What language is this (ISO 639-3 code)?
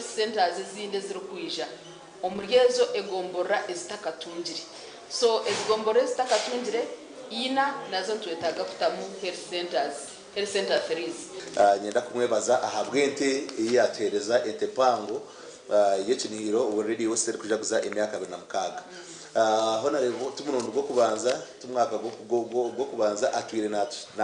nyn